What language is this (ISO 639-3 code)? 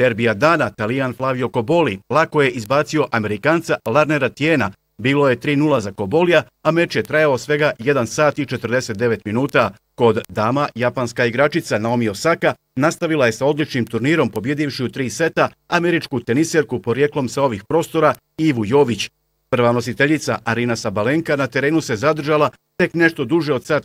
bos